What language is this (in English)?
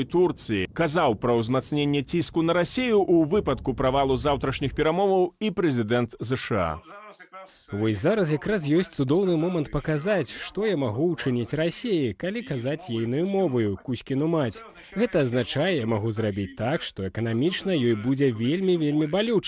Belarusian